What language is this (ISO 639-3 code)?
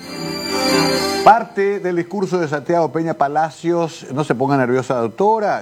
spa